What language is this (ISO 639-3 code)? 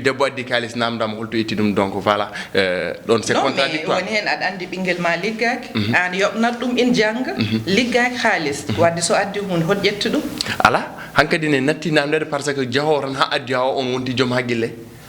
ful